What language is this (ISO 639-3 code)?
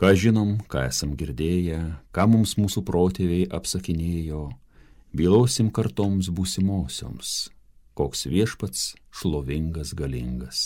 lit